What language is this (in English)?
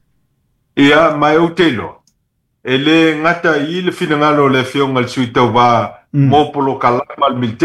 Samoan